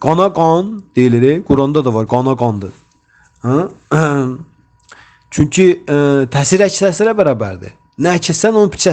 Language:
Azerbaijani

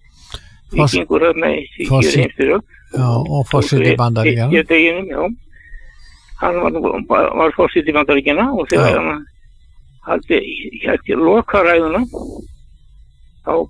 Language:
Icelandic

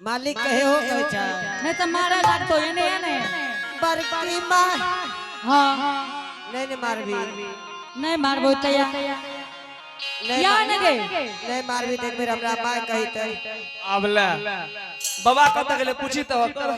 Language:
Angika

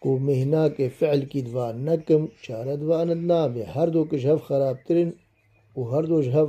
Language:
Kurdish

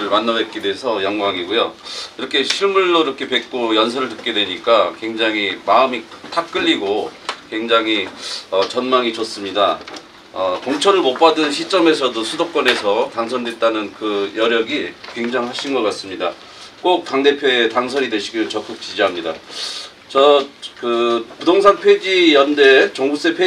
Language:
Korean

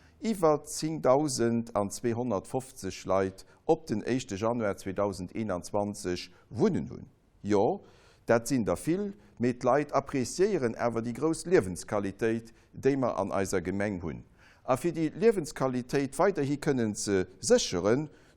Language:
Luxembourgish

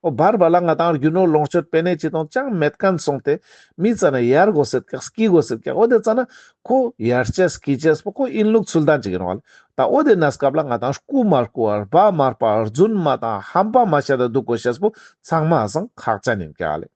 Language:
Ladakhi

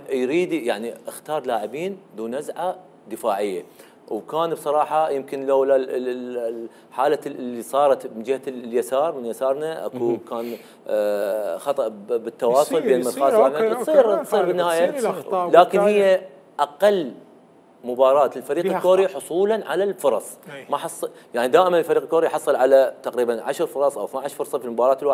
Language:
Mesopotamian Arabic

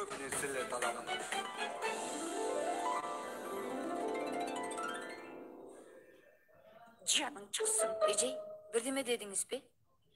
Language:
Kyrgyz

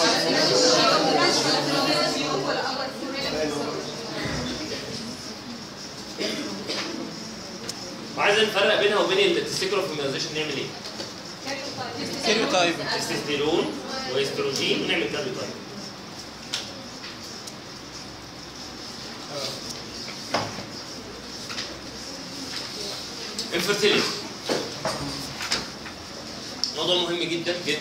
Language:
Egyptian Arabic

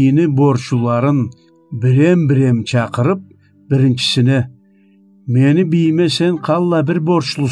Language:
Karachay-Balkar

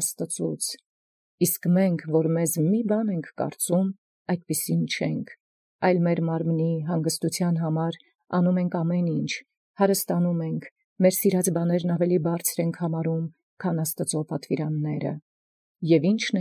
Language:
Armenian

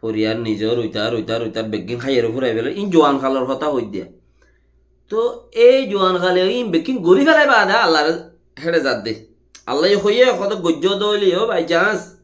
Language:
Rohingya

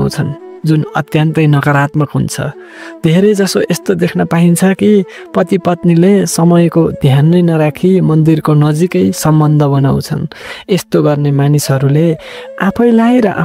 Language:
Nepali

